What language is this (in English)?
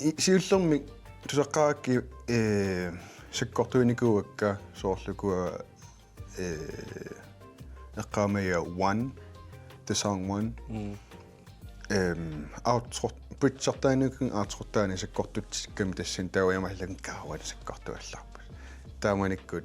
Kalaallisut